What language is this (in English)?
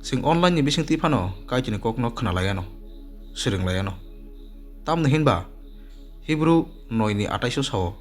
Kok Borok